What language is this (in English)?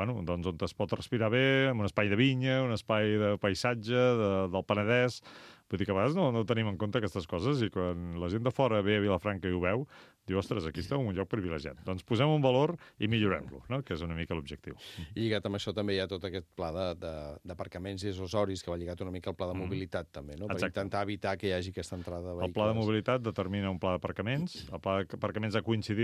Catalan